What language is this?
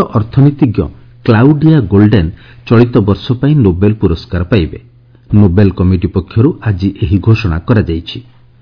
Odia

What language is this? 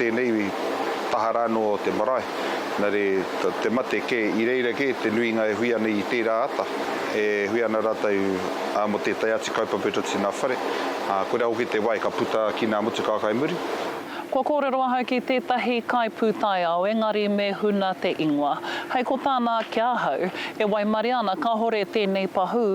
Māori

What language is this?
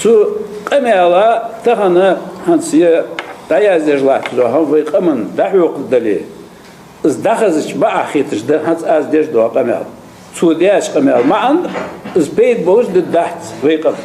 Ingush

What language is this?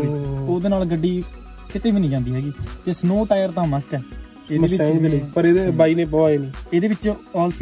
Punjabi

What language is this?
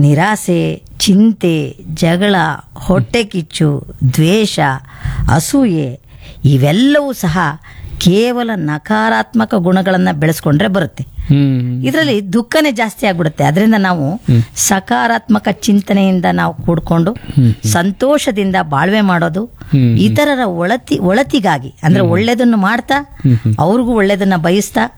Kannada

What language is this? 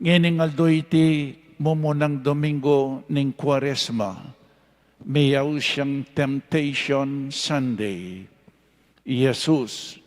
Pampanga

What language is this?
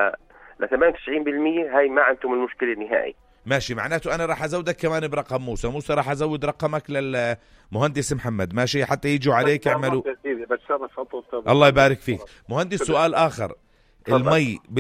North Levantine Arabic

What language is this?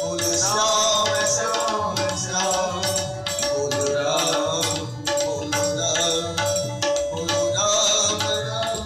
Maithili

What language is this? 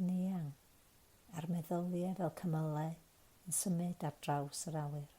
Welsh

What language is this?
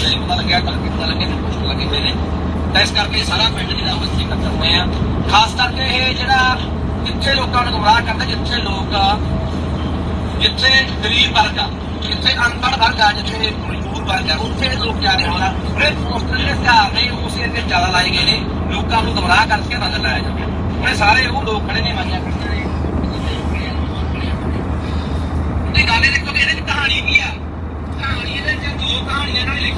Punjabi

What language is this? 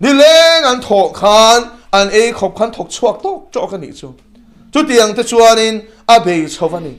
Mizo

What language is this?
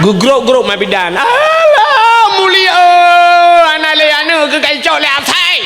Achinese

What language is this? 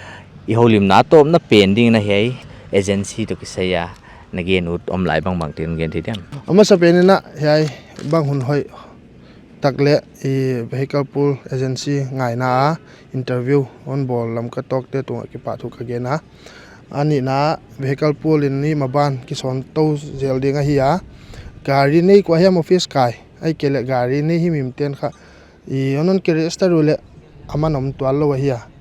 Paite Chin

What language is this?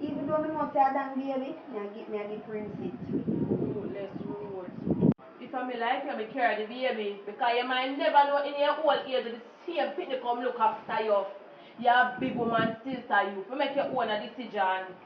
Jamaican Creole English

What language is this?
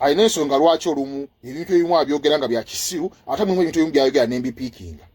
Ganda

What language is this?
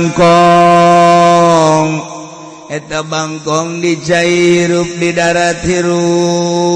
Sundanese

